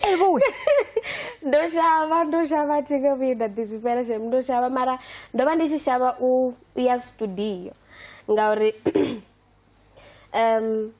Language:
Venda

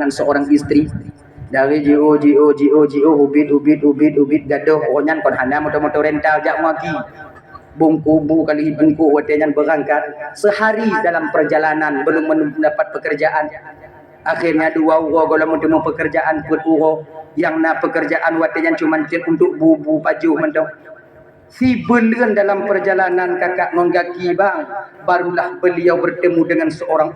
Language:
Achinese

